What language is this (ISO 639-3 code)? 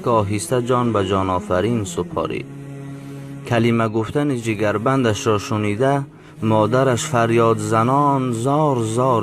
tgk